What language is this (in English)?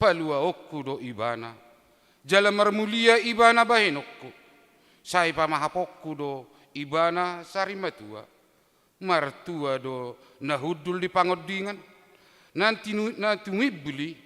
Batak Toba